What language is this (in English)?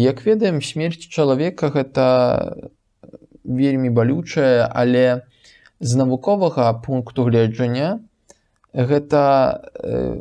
Belarusian